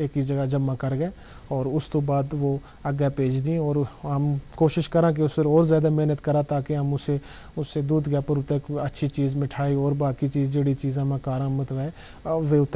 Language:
Gujari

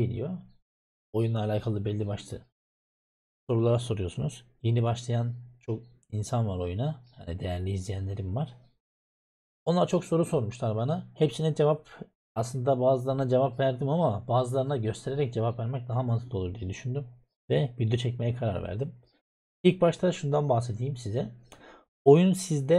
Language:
Turkish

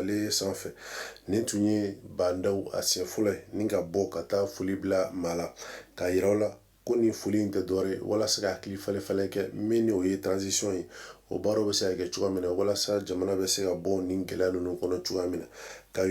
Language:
Bambara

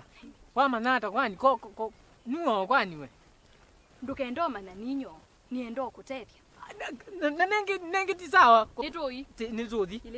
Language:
Kamba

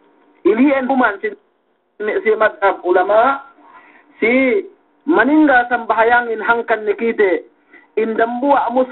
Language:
Yakan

